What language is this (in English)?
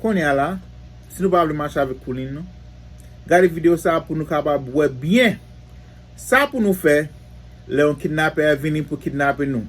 Haitian Creole